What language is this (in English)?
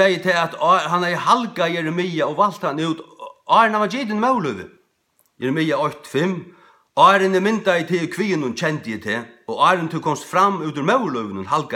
Faroese